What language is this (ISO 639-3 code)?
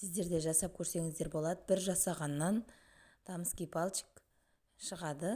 kaz